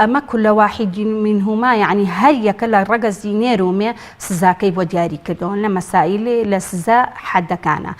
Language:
Central Kurdish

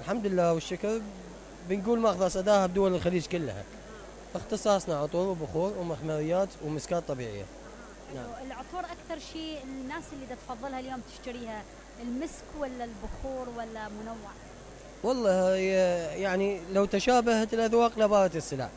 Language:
Mesopotamian Arabic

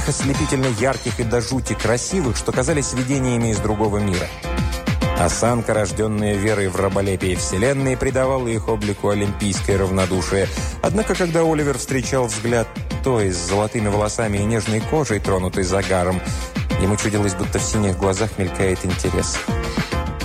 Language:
Russian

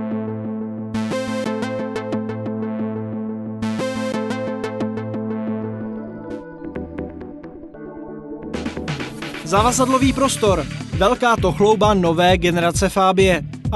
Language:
Czech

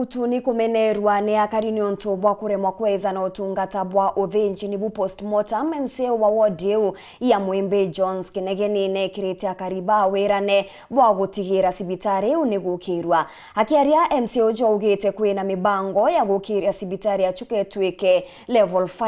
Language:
Meru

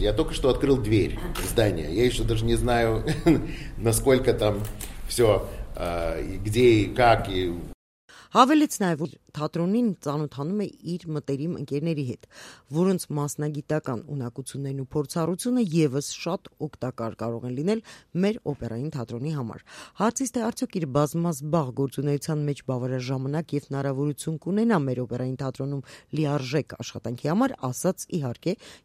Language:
Armenian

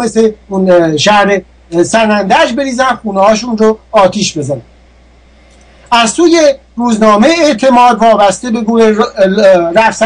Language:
Persian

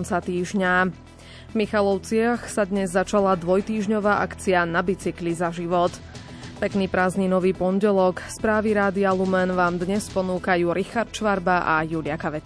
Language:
Slovak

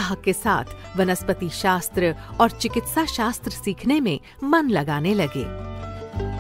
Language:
Hindi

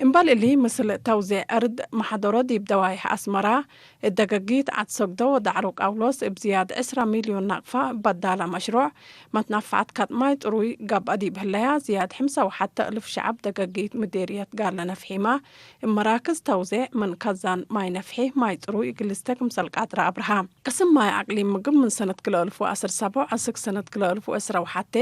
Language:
Tigre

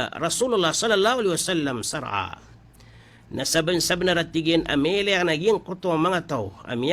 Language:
Maranao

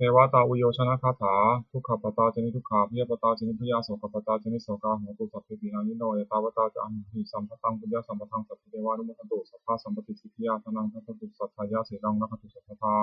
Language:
Pali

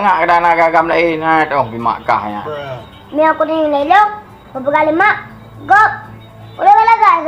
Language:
Achinese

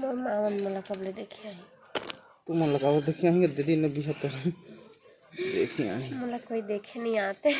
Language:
Chhattisgarhi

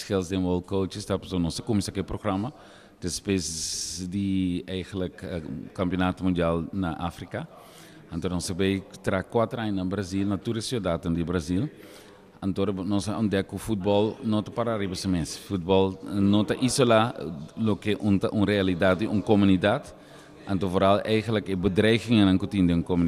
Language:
Papiamento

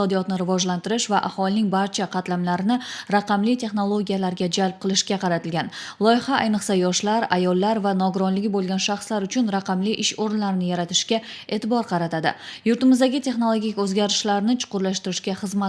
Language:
Uzbek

